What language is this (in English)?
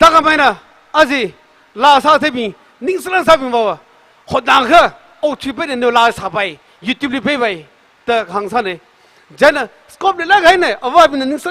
Tangkhul Naga (India)